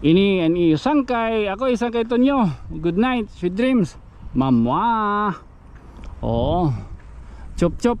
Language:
Waray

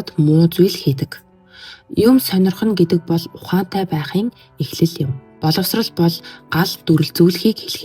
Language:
Mongolian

